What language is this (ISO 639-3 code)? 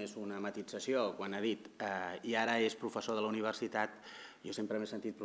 cat